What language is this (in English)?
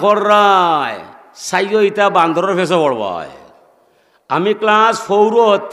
Sylheti